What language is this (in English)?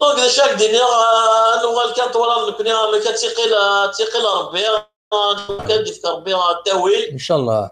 Kabyle